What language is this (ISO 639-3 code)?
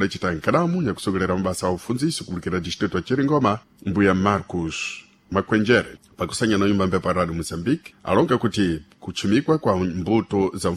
seh